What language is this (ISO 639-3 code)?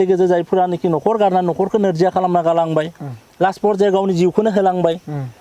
brx